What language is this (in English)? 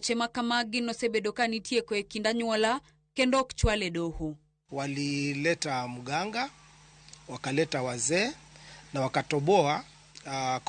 Luo (Kenya and Tanzania)